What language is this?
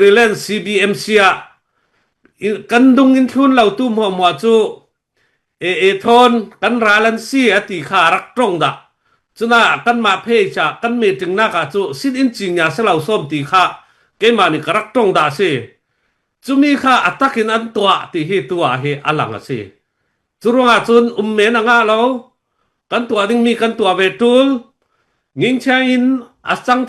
Falam Chin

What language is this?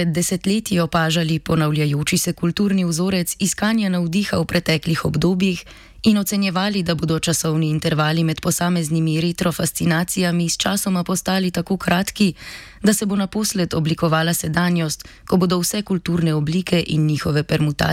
Slovenian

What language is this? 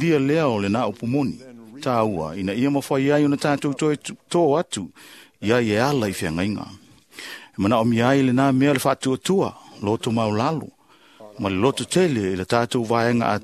Samoan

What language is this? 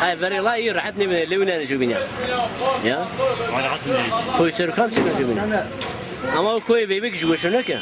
Zaza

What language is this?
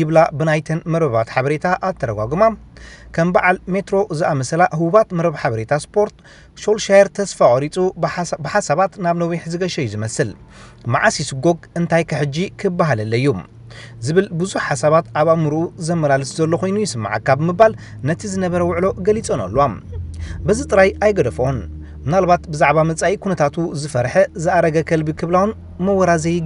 Tigrinya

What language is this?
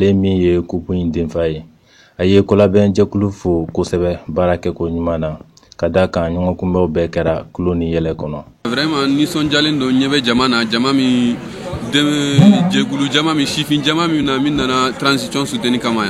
Bambara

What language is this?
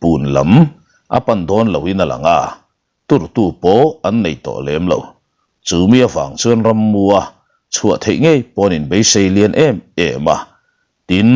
Mizo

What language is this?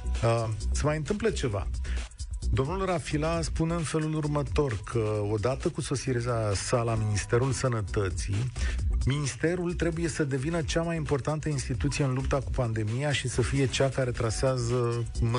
Romanian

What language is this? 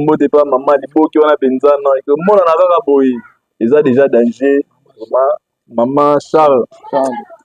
Lingala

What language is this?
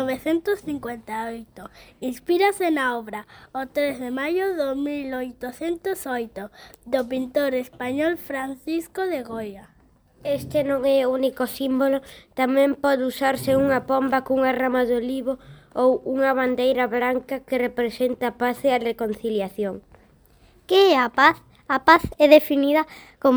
Galician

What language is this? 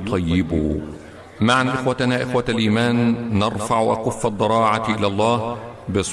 Arabic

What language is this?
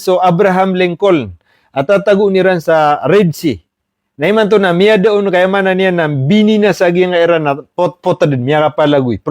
Maranao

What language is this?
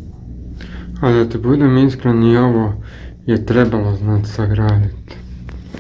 Croatian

